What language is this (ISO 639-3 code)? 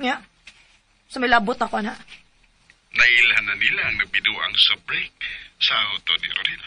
ceb